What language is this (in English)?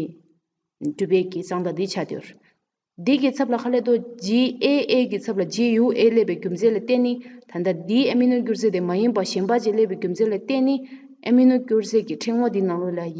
Tibetan